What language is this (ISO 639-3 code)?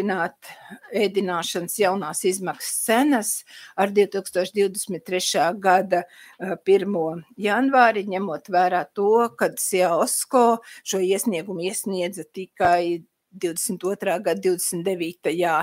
lav